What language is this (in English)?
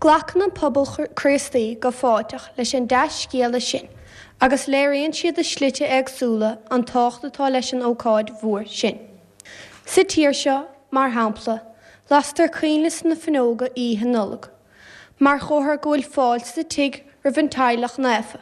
Irish